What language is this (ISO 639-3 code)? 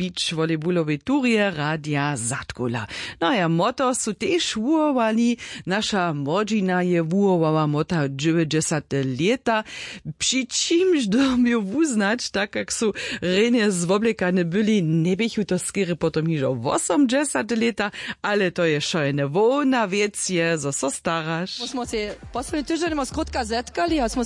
hsb